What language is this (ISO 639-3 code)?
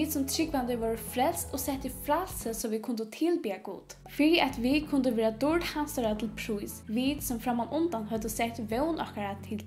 fao